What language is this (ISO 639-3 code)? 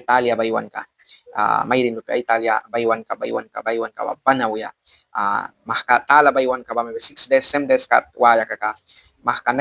miq